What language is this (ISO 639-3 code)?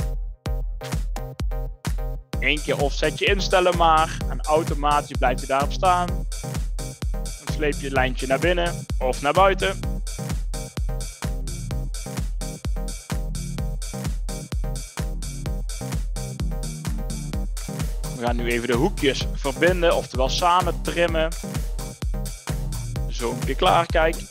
nld